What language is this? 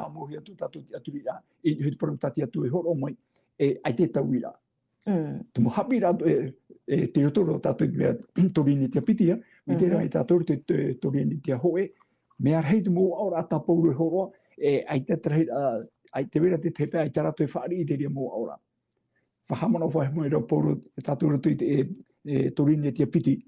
Tahitian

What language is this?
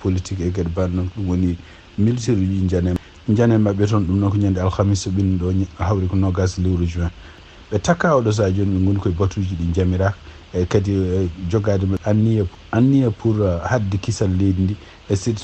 Fula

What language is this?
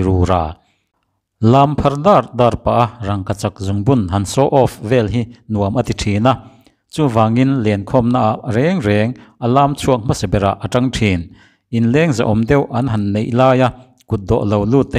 Mizo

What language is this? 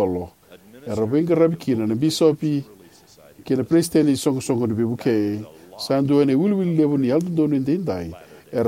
Fijian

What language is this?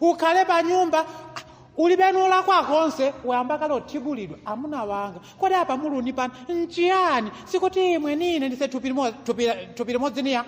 Nyanja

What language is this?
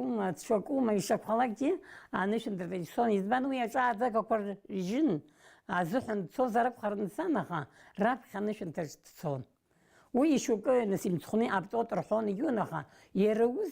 Abkhazian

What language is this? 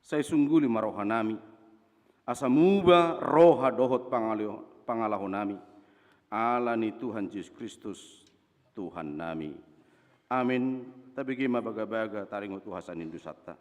Batak Toba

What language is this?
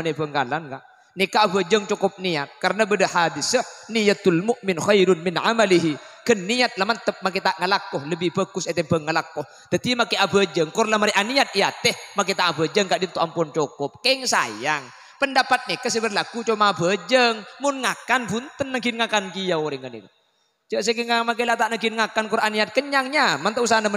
Madurese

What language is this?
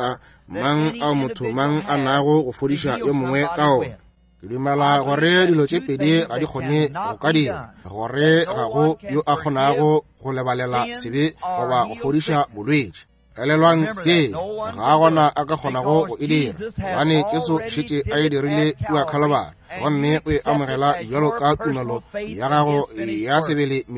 Northern Sotho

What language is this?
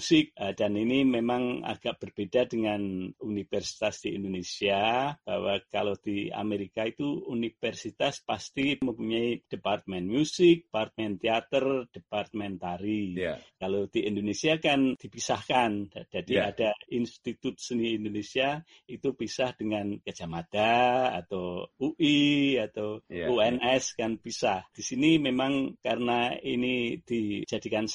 Indonesian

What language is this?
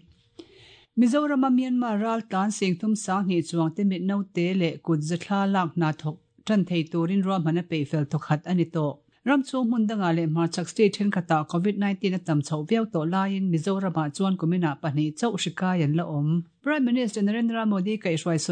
Mizo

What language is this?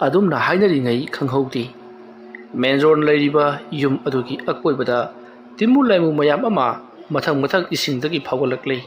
Manipuri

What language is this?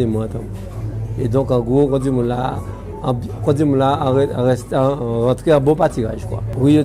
Guadeloupean Creole French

